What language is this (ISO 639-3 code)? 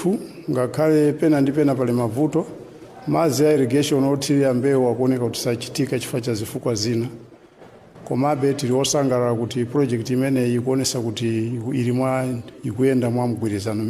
nya